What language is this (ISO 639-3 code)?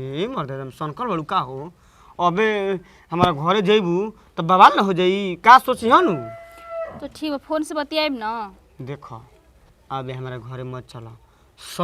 bho